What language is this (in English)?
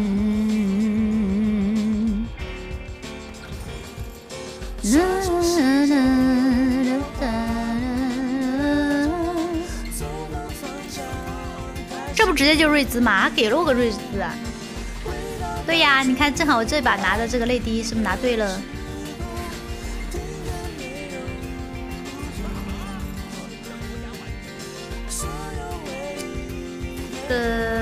Chinese